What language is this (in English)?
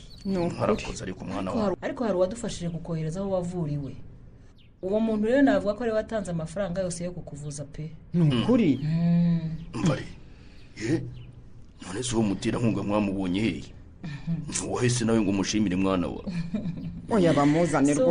Kinyarwanda